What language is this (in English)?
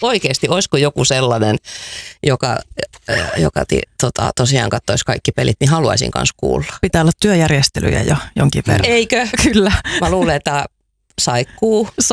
Finnish